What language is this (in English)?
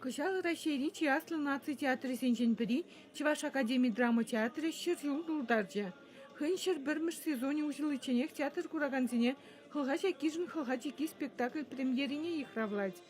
Chuvash